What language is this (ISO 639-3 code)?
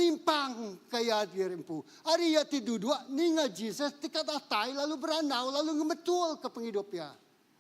iba